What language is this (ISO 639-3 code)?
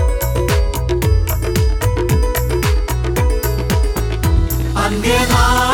mal